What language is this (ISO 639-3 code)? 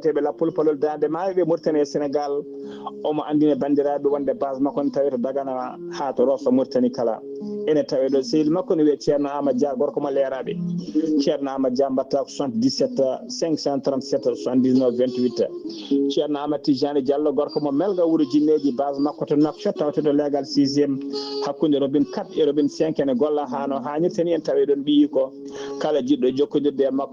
ful